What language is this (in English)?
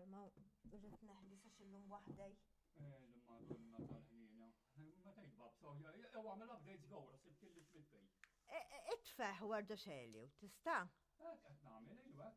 Maltese